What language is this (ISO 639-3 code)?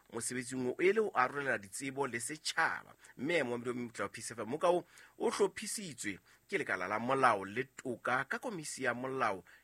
sot